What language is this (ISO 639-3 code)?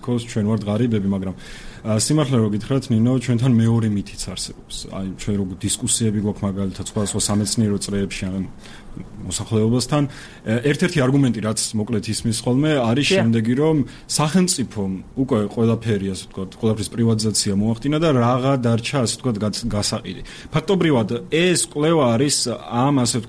kat